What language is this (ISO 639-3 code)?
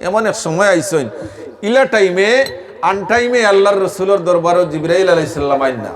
syl